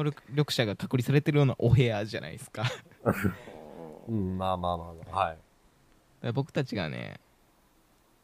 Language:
Japanese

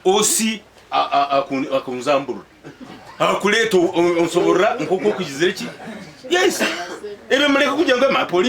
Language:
Nyankole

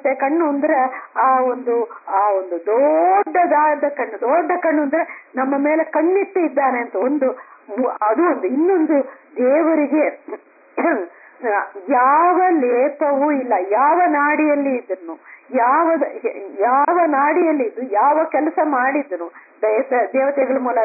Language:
Kannada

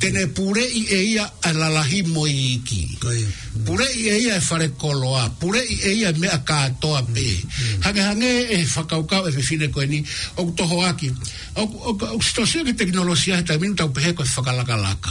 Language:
Tongan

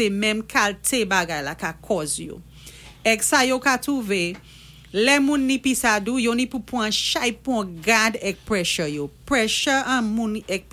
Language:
Saint Lucian Creole French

